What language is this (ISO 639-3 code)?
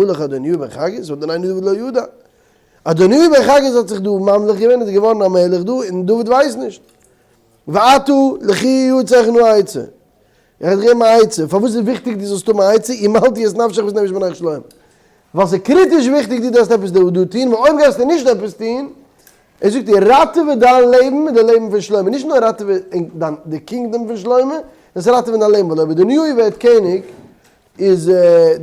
yid